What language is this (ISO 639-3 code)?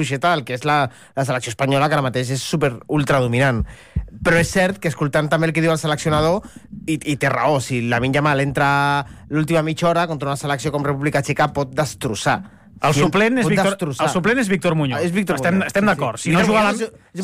cat